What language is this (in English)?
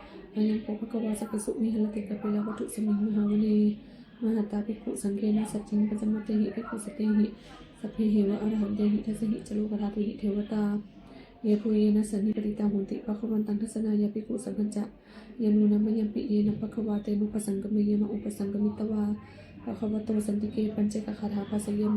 Pali